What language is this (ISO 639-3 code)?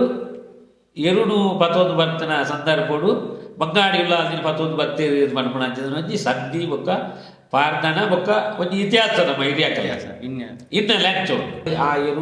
tcy